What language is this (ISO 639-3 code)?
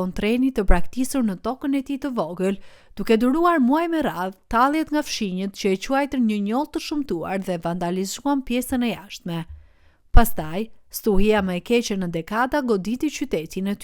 sqi